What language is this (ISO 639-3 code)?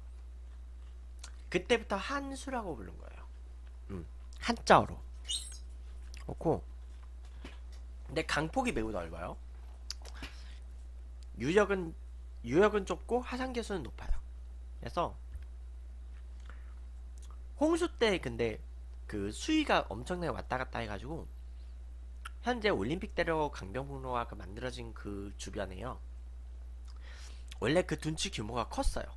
kor